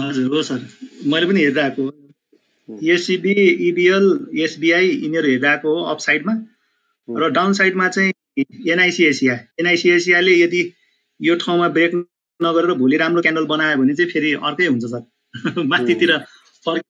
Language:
Nepali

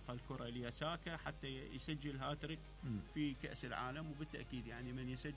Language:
Mesopotamian Arabic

